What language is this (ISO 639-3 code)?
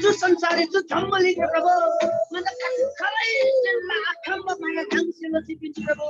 taj